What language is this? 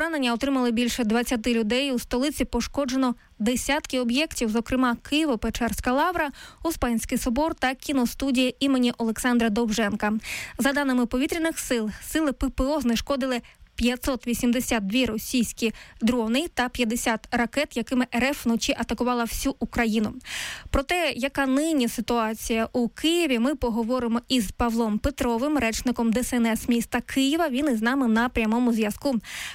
Ukrainian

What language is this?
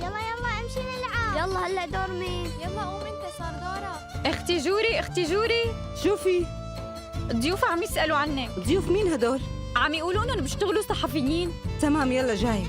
North Levantine Arabic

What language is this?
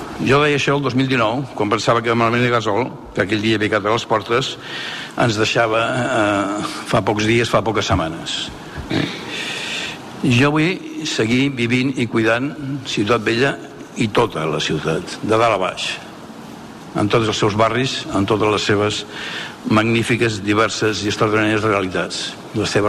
Catalan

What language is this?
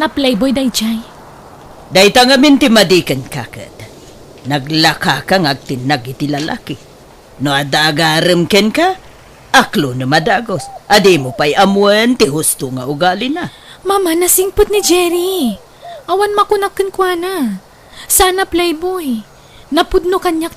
Iloko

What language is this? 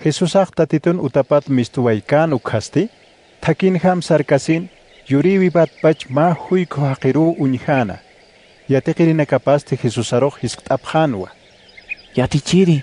Aymara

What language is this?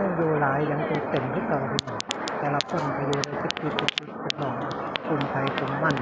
Northeastern Thai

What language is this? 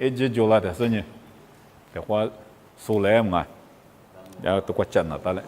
Lisu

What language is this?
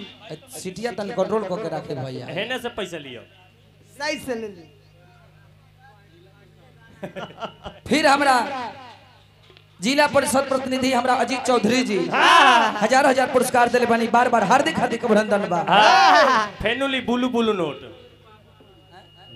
Bhojpuri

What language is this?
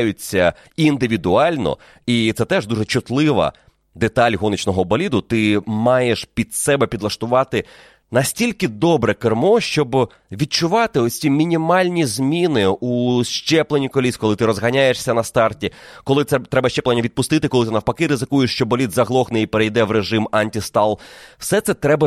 Ukrainian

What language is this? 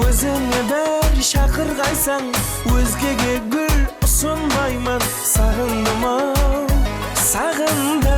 Kara-Kalpak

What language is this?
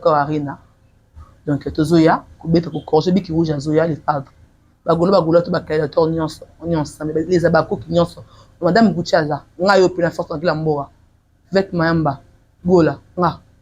Lingala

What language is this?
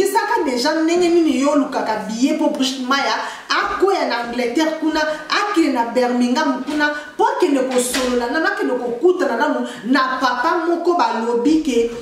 Lingala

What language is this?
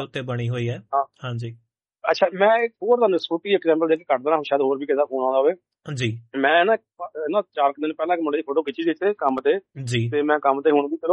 Punjabi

